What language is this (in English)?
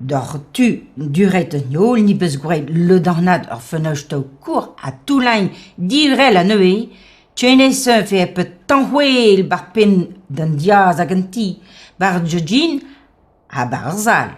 Breton